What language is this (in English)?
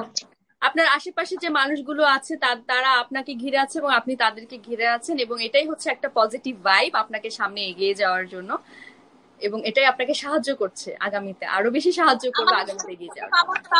Bangla